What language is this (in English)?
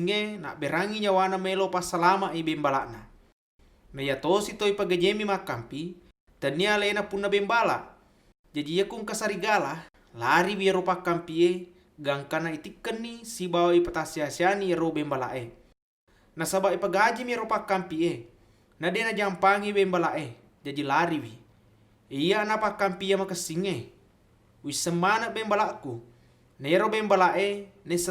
Buginese